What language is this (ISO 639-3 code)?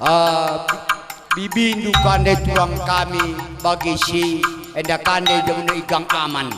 btx